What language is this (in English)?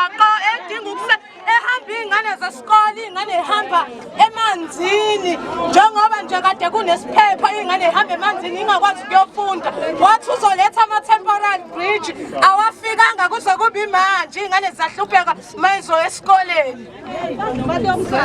Zulu